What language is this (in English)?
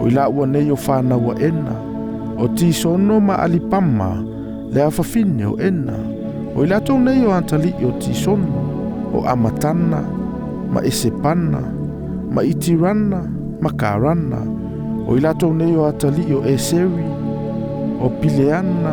Samoan